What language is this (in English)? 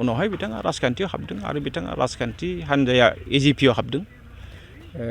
Bodo